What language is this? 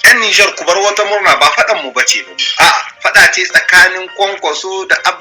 Hausa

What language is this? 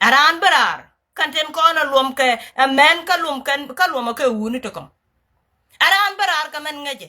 Nuer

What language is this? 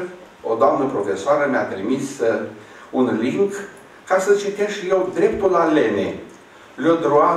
Romanian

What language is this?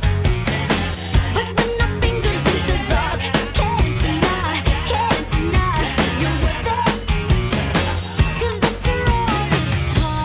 English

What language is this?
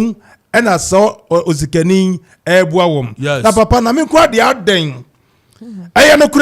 Akan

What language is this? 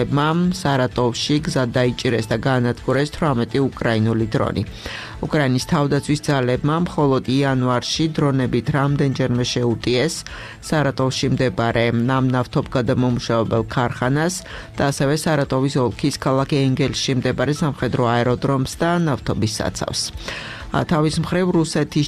Georgian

